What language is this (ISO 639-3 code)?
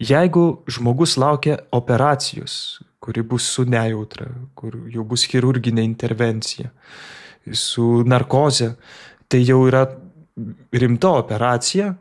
lit